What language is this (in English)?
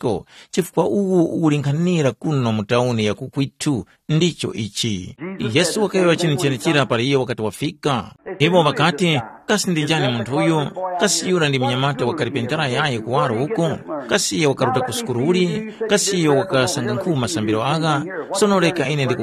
Tumbuka